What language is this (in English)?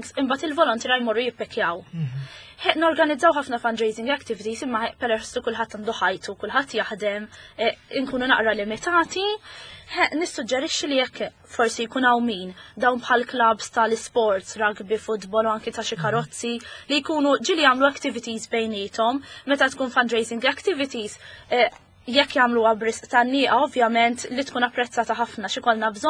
Maltese